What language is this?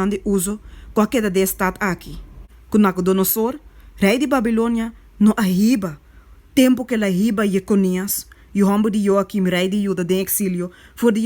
Papiamento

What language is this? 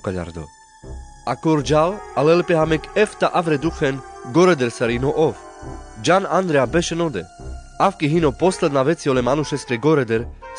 Carpathian Romani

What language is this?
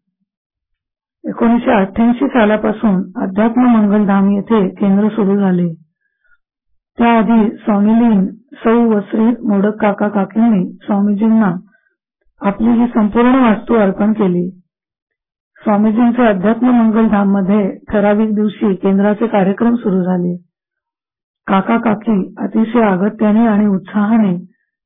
Marathi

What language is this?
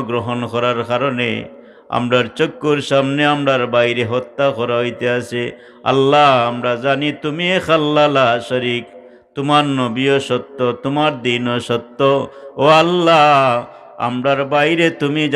Sylheti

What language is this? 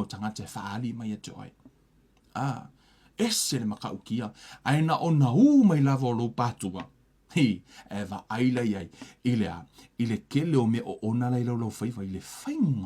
Samoan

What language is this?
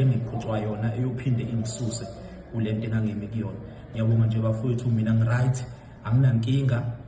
Zulu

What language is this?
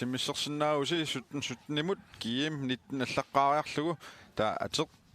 Kalaallisut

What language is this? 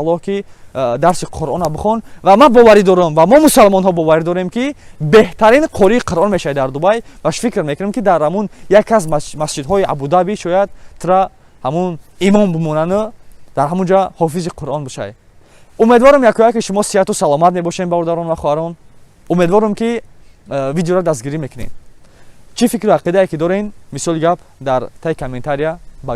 Tajik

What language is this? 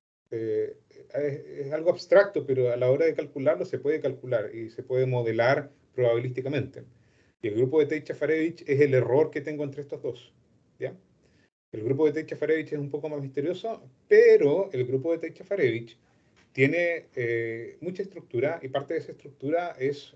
Spanish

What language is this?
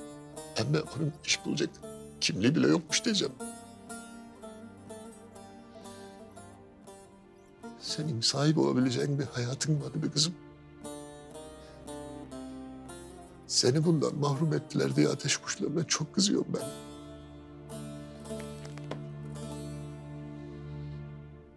Turkish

